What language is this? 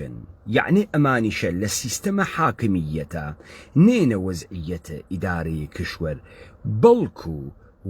Central Kurdish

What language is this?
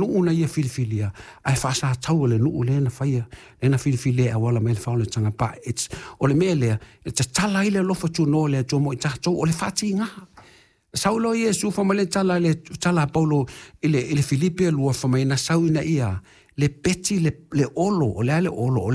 Samoan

